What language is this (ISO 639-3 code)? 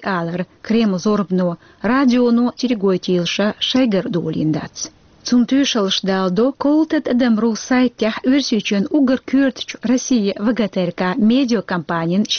che